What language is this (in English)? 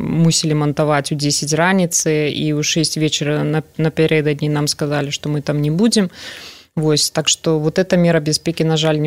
Belarusian